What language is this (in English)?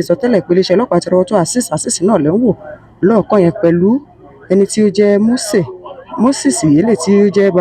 Yoruba